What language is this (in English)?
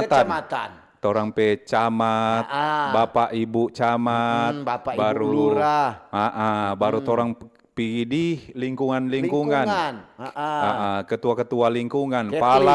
Manado Malay